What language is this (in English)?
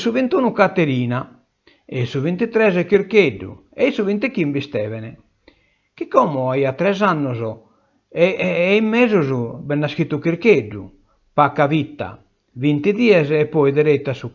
Sardinian